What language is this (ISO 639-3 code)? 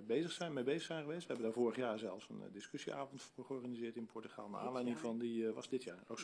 nld